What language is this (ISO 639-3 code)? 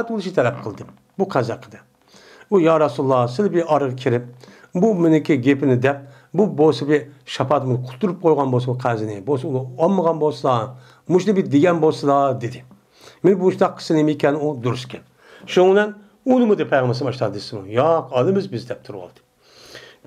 uig